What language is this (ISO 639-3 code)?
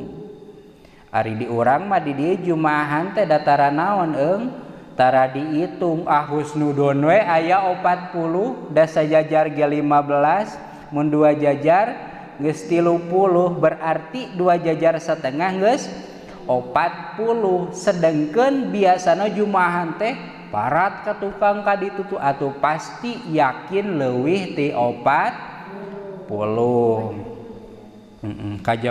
sun